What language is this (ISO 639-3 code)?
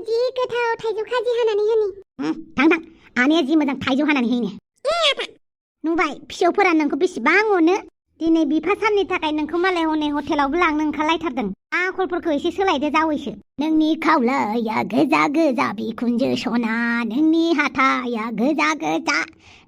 brx